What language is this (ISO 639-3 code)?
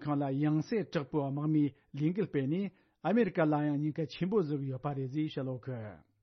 bod